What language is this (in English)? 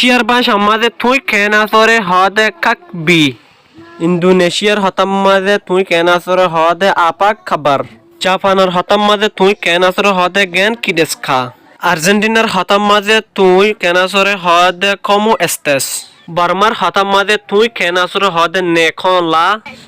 Rohingya